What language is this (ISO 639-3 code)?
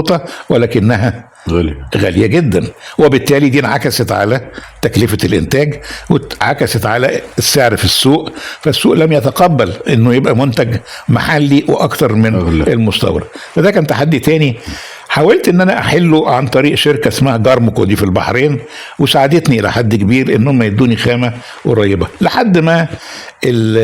arz